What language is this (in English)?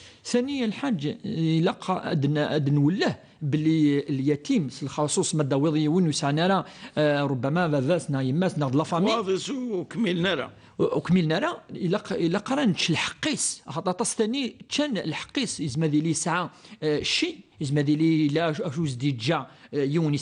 Kabyle